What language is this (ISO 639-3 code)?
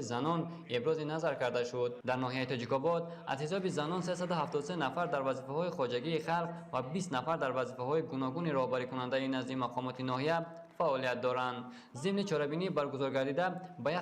tgk